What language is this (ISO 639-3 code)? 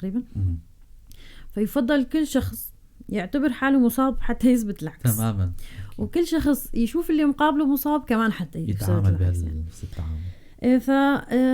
apc